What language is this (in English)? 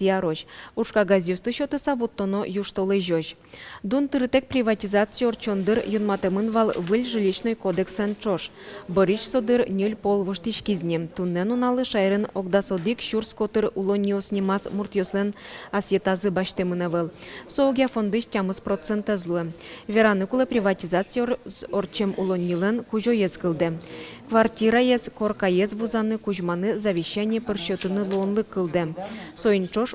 Udmurt